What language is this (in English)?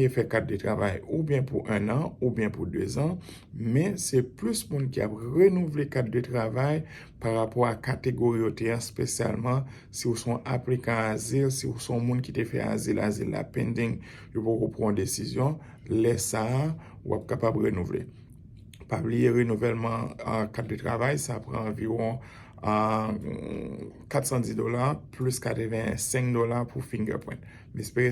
Haitian Creole